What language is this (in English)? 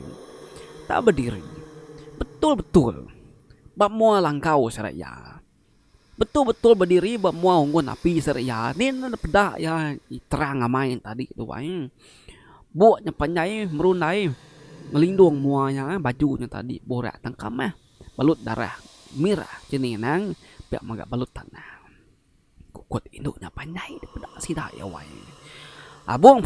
Iban